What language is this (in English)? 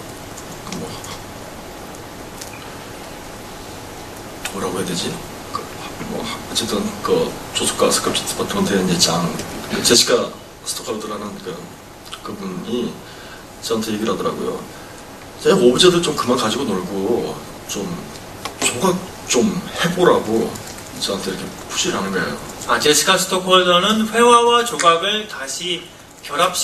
Korean